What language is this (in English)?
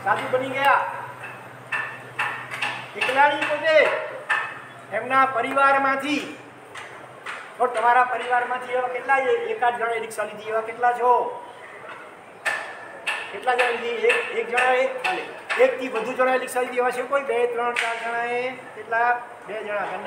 Gujarati